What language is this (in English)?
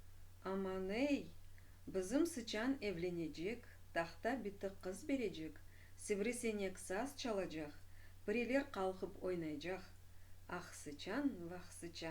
Crimean Tatar